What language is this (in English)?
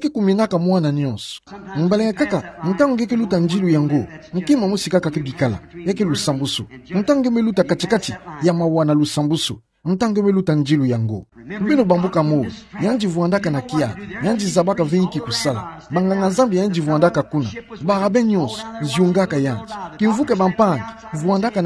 Kituba (Democratic Republic of Congo)